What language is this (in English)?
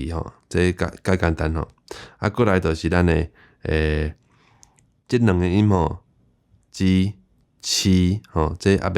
Min Nan Chinese